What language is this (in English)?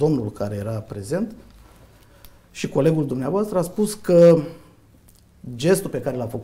Romanian